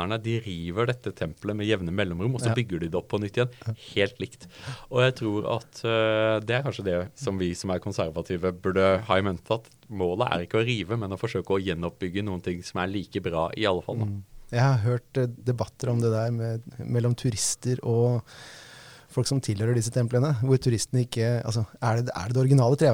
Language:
Norwegian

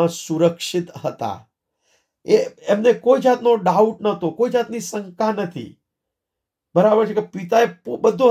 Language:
Gujarati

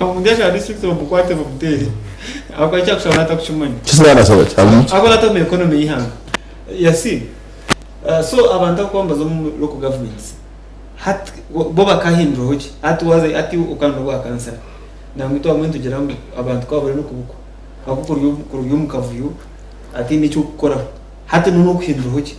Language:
Nyankole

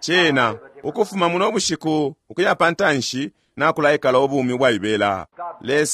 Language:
Bemba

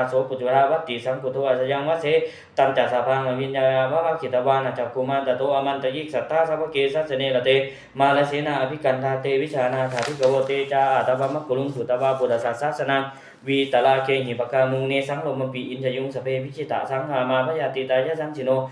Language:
Pali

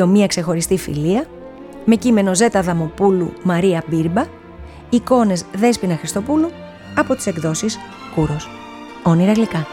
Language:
Greek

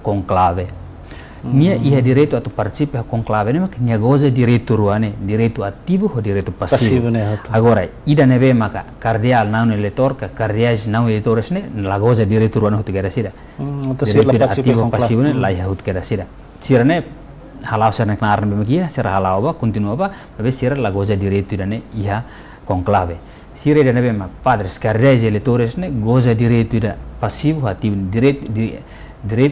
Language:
Tetum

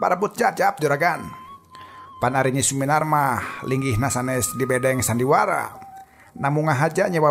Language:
Sundanese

